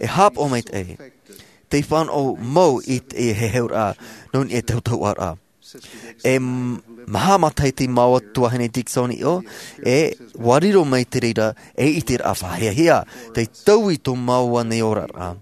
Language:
Tahitian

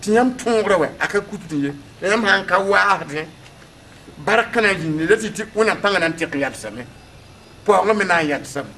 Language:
Mossi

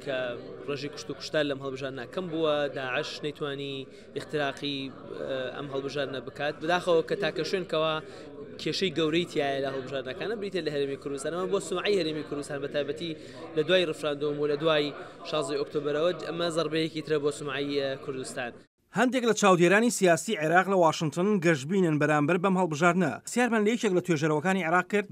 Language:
Central Kurdish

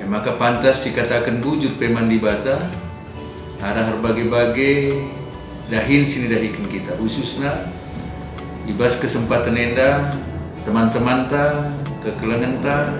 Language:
Batak Karo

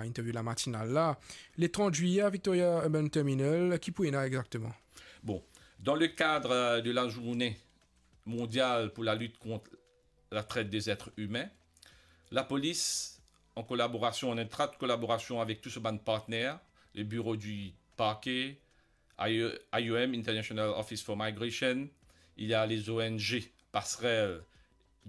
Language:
Morisyen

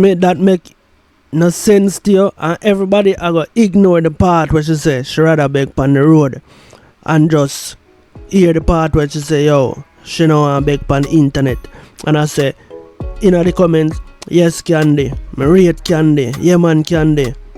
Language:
Jamaican Creole English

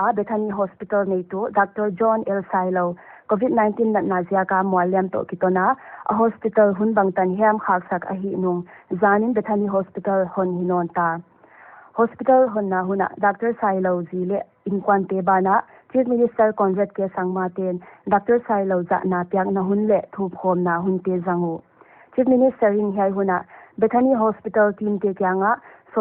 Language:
Paite Chin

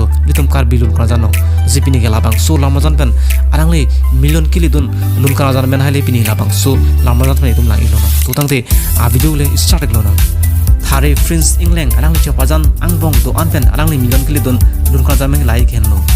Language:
Karbi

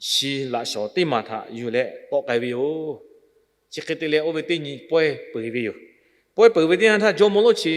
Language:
Lahu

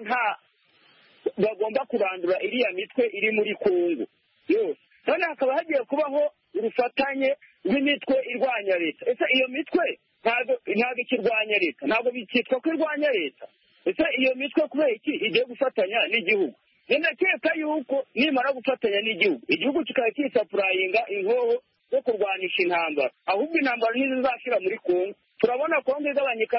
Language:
Kinyarwanda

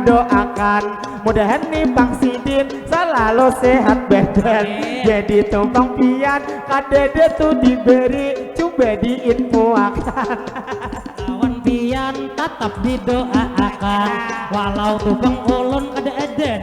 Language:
Banjar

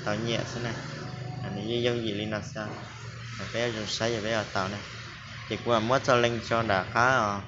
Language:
Hmong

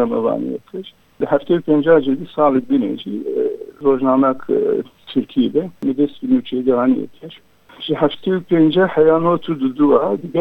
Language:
Kurdish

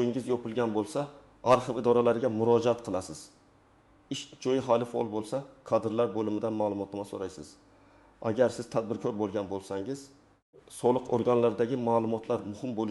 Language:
Uzbek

